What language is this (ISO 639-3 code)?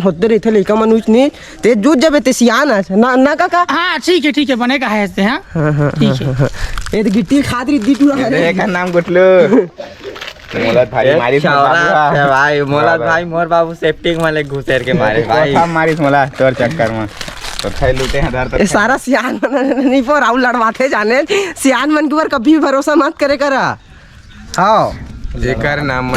hne